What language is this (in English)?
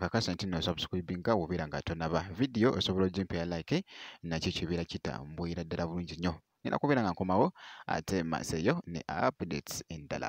Ganda